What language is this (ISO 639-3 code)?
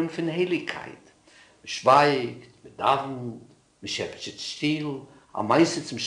yid